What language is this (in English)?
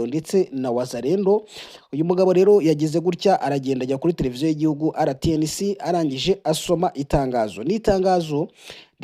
Kinyarwanda